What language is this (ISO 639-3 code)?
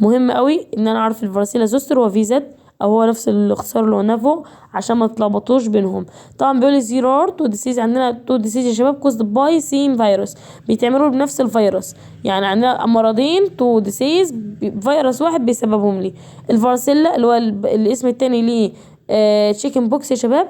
arz